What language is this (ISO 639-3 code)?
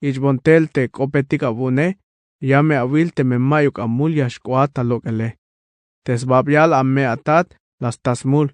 tzh